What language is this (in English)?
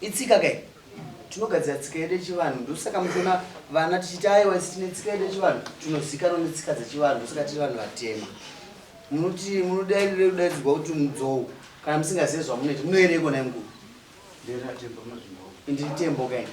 Shona